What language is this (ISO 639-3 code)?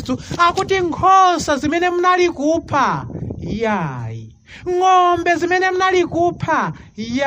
nya